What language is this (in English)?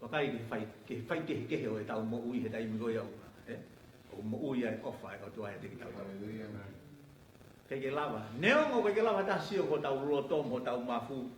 Tongan